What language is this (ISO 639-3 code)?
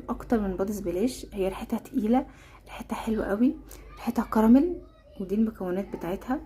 arz